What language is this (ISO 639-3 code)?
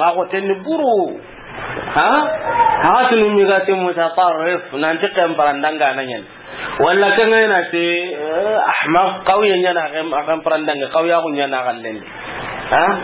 snk